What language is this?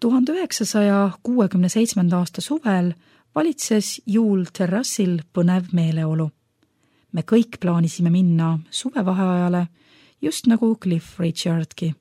Estonian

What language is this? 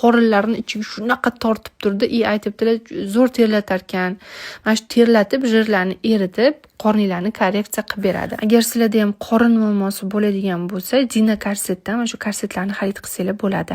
Uzbek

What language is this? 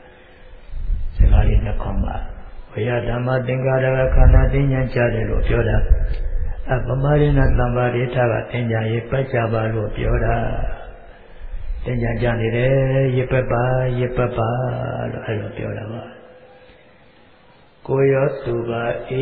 Burmese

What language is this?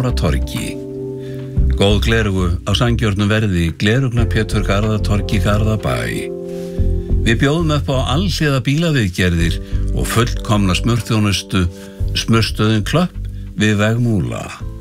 Icelandic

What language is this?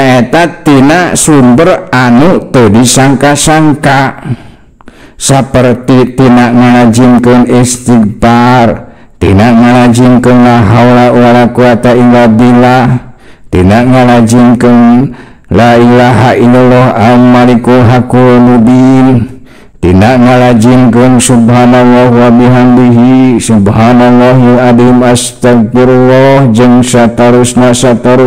Sundanese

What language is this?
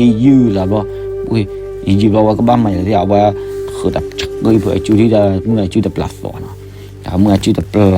S'gaw Karen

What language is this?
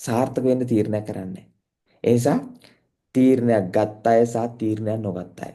Sinhala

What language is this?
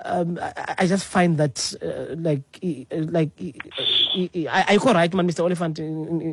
Xhosa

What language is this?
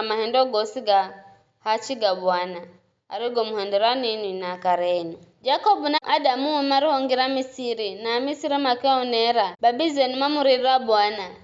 Giryama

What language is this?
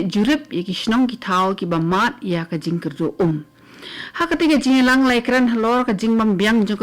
Khasi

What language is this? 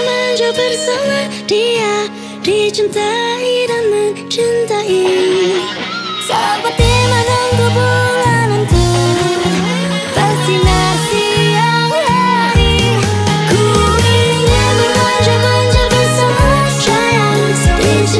Indonesian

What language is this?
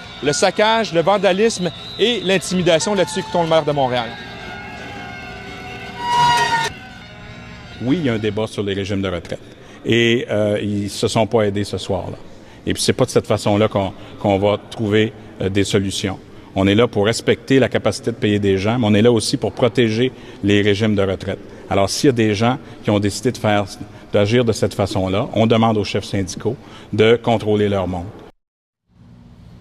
French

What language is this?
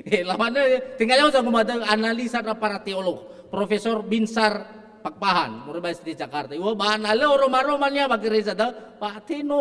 Nias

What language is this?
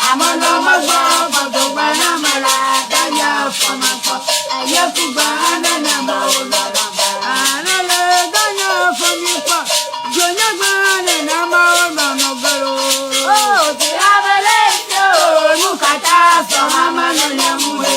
Ewe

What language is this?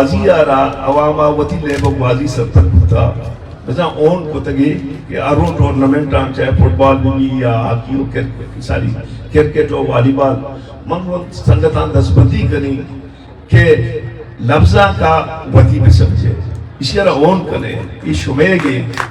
Eastern Balochi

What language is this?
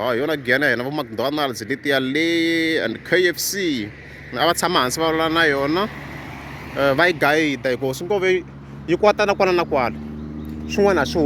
Tsonga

